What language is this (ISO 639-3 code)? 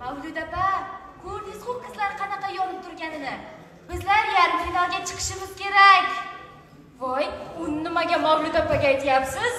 kaa